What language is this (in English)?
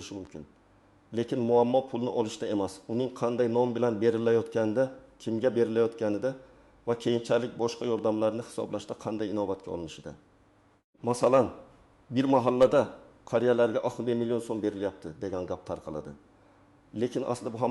Uzbek